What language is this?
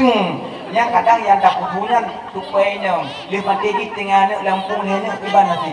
Achinese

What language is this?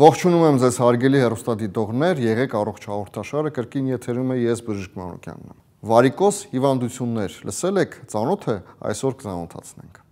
Armenian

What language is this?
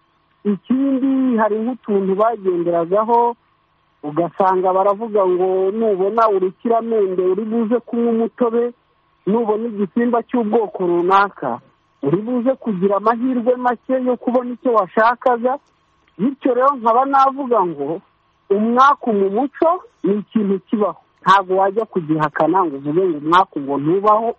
Kinyarwanda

